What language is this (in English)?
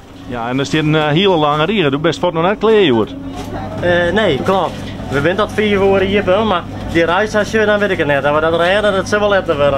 Western Frisian